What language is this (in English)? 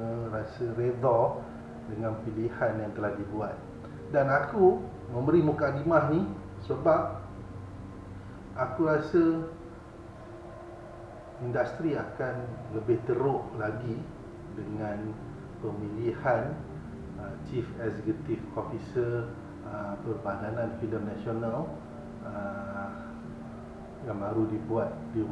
Malay